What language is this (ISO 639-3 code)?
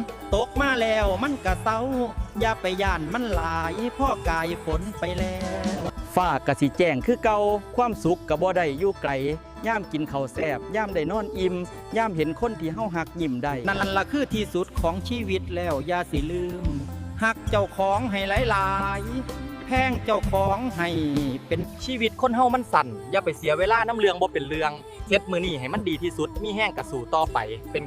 tts